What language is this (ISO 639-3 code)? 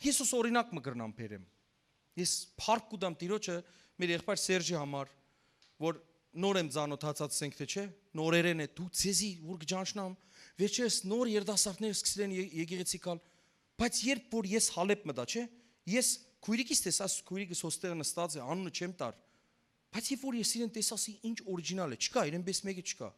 hyw